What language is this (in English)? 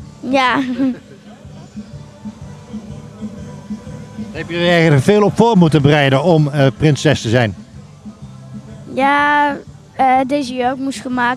Dutch